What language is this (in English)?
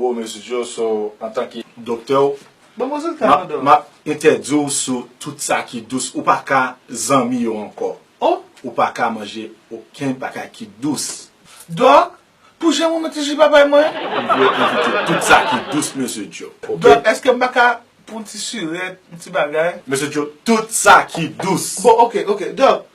Haitian Creole